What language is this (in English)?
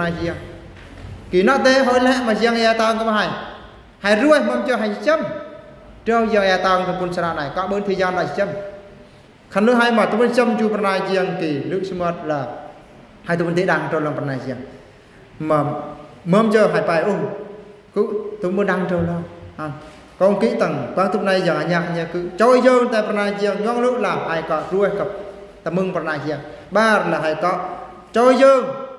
Eastern Bru